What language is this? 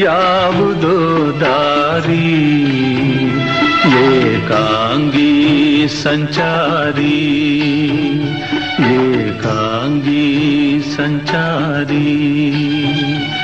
Kannada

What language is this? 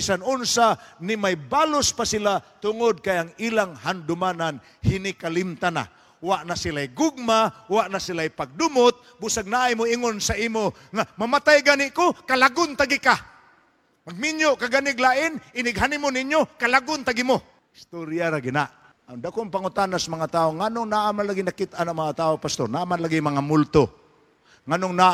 Cebuano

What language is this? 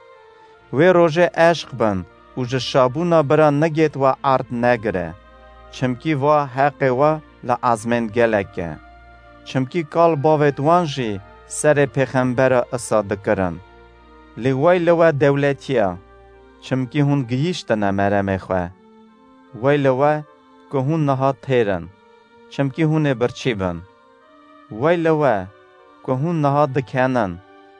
Kurdish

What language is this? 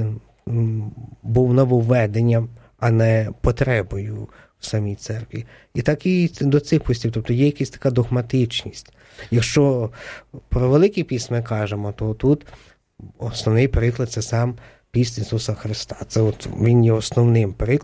Ukrainian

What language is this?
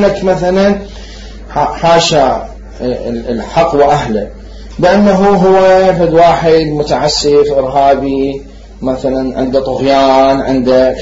Mesopotamian Arabic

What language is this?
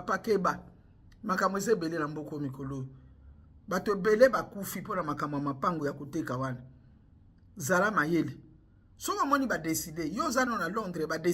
Lingala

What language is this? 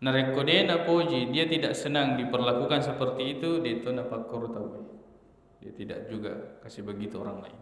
Buginese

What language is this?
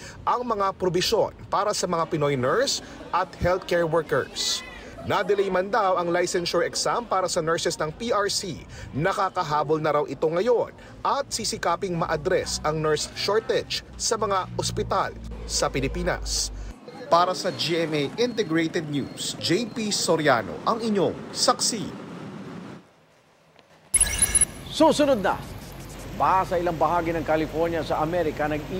Filipino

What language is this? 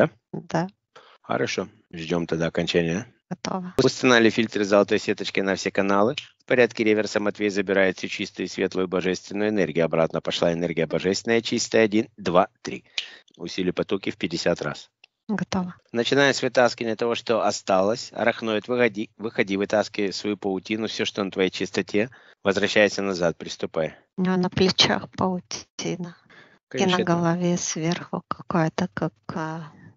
Russian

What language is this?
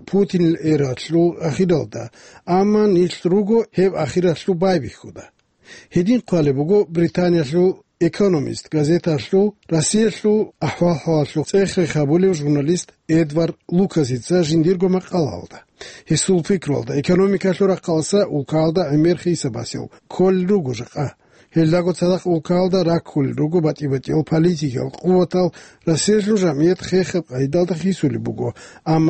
Avaric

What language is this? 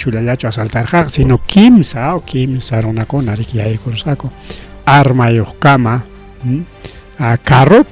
Ayacucho Quechua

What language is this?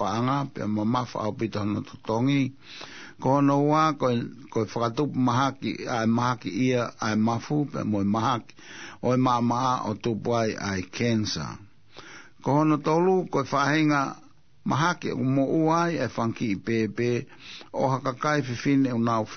Tongan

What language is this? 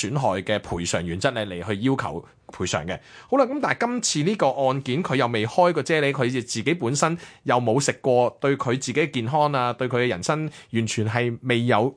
Cantonese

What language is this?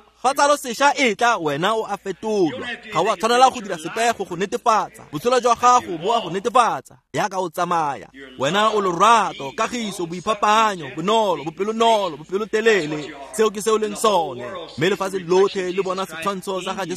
Tswana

